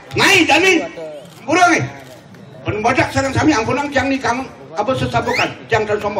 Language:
Balinese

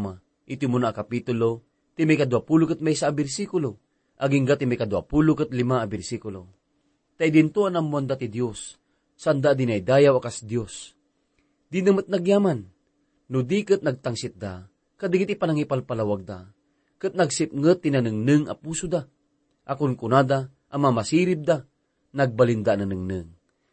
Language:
Iloko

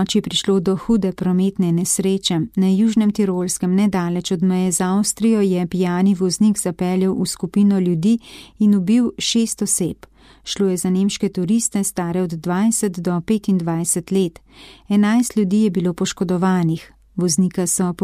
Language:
Slovenian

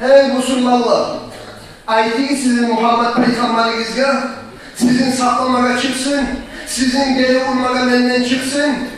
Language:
Kumyk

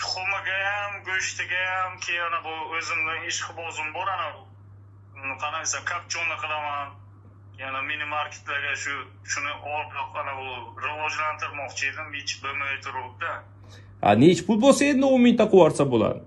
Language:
Uzbek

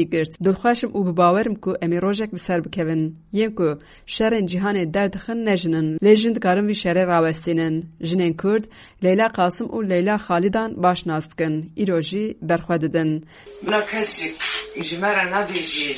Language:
Kurdish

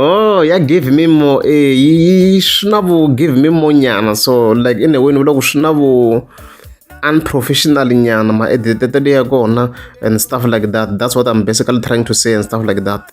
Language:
Tsonga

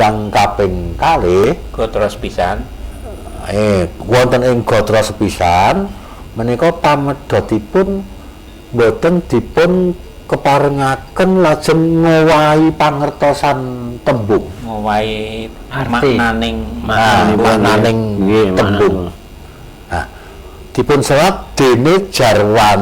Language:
Javanese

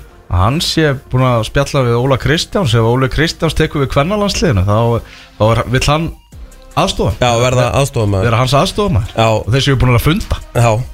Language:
Icelandic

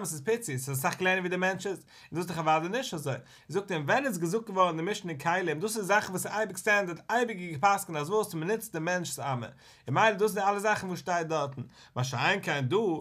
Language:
Yiddish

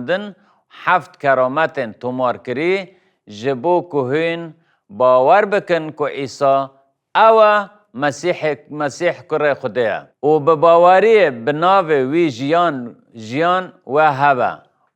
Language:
Kurdish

